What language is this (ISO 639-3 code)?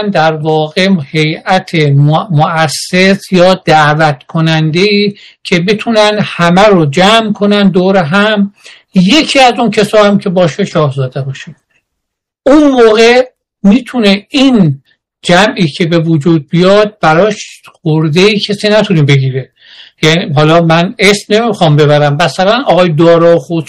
fas